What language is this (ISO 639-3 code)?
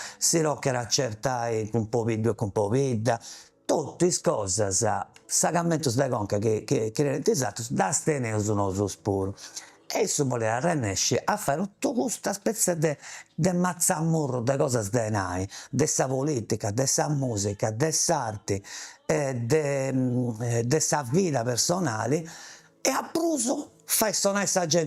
srd